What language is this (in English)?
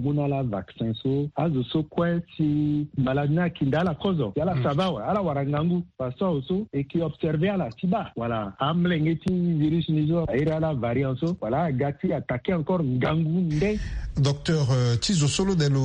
Sango